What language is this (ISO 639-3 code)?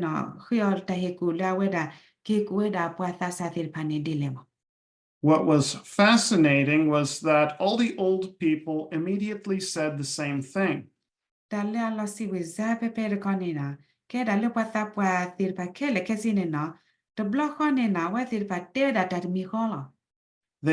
ksw